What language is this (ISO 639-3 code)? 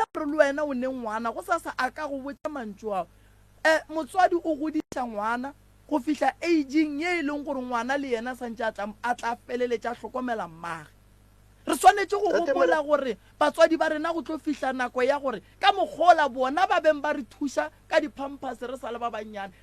nso